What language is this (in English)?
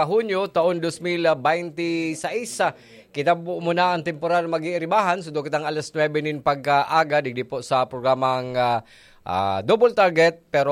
Bikol